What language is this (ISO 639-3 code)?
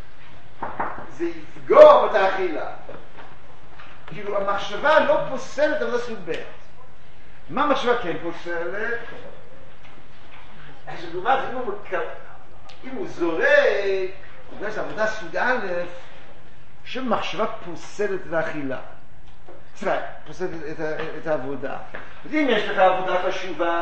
heb